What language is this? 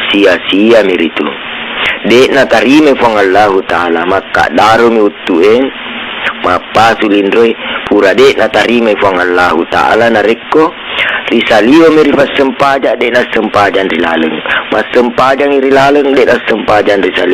Buginese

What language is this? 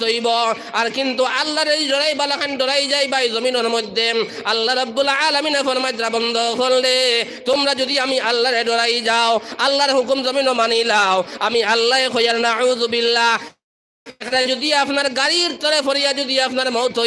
Sylheti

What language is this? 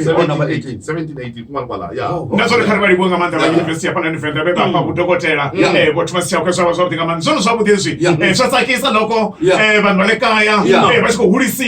Tsonga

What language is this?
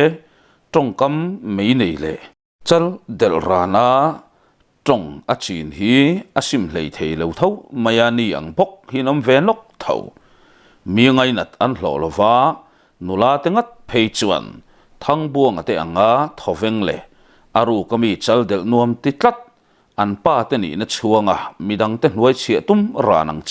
Mizo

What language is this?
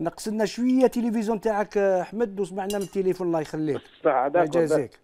Algerian Arabic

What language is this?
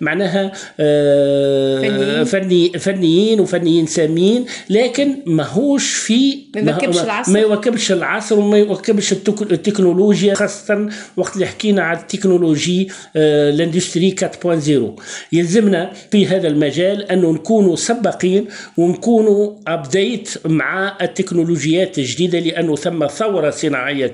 Tunisian Arabic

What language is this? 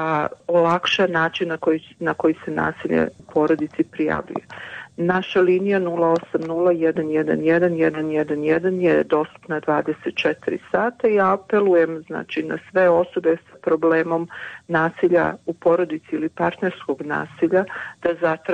Serbian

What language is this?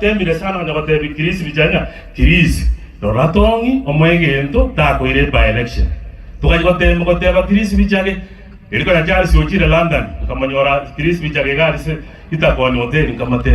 Gusii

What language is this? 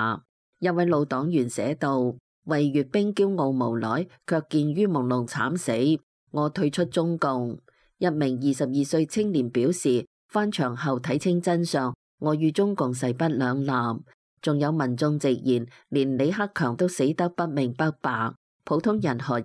Cantonese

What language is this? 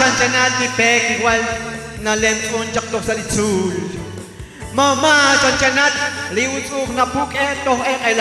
Kekchí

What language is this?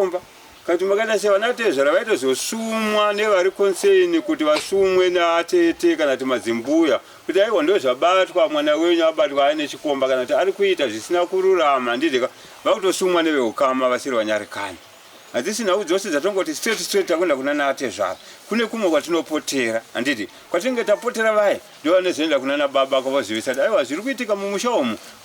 Shona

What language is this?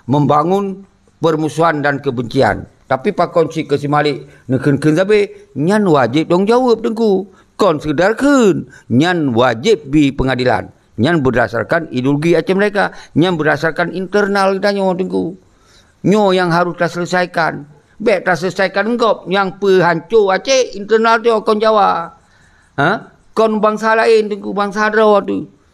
Achinese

